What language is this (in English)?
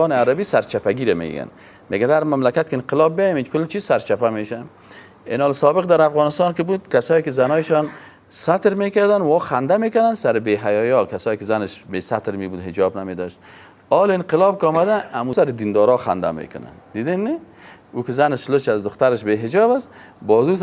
Persian